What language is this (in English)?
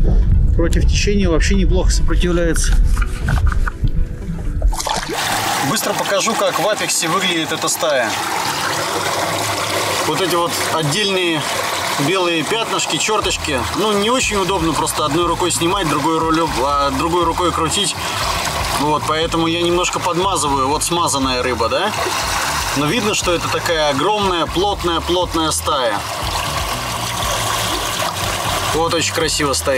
Russian